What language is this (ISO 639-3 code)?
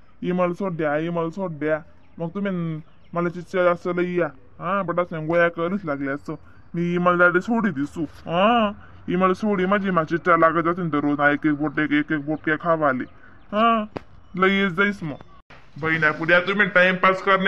khn